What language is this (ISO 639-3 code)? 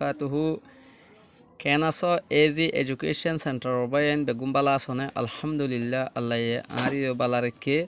rhg